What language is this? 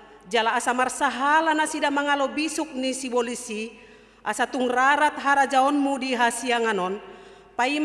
Batak Toba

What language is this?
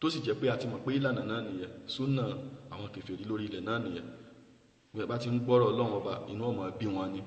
Yoruba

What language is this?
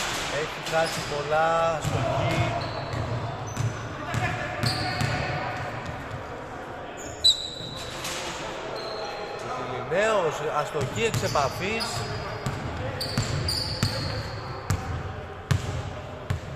Greek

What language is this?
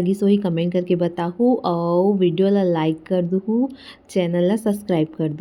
Chhattisgarhi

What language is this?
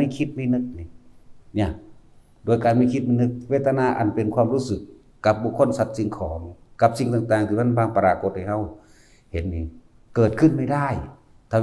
Lao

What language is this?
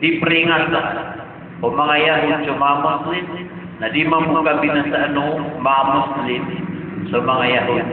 Maranao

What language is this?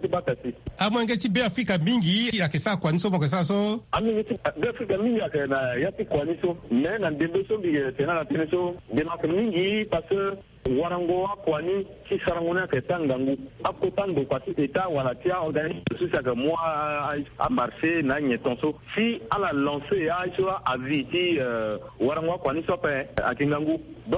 Sango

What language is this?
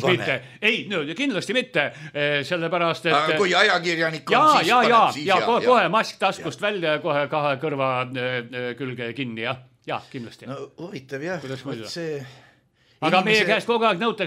Estonian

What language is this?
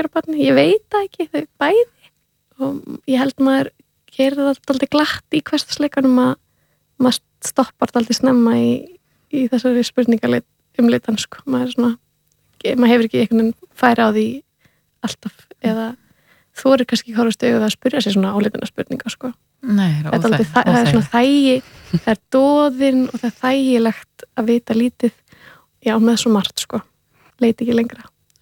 Icelandic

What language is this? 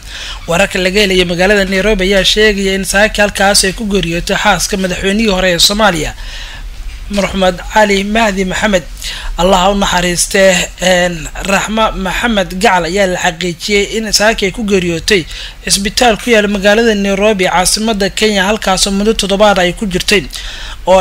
Somali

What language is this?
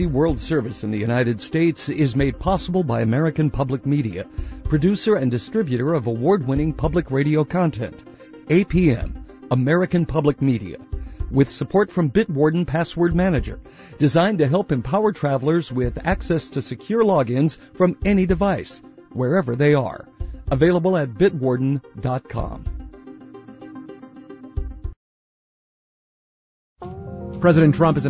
English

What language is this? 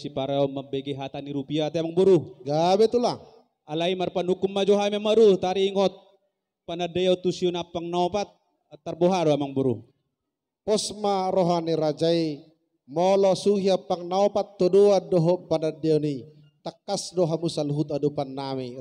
Batak Toba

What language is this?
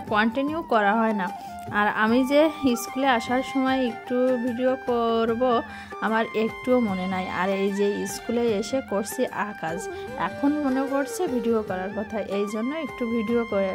Bangla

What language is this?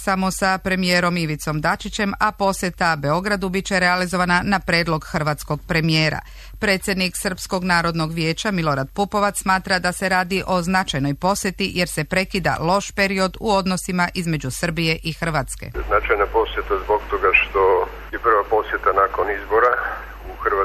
Serbian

